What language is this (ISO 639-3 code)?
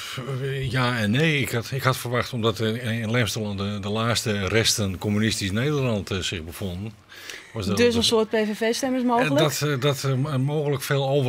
fry